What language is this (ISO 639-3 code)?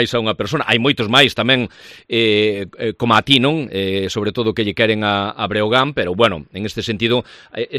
glg